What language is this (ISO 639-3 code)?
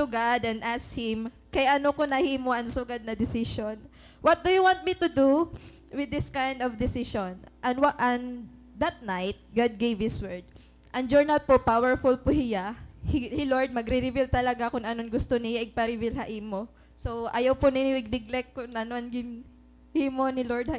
war